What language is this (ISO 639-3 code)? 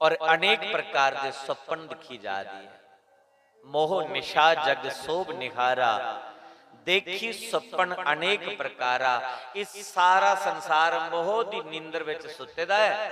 doi